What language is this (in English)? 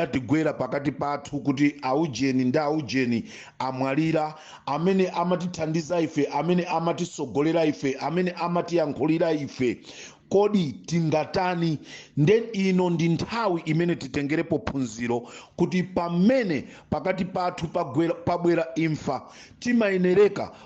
Nyanja